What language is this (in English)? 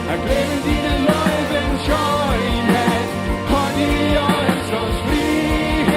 Plautdietsch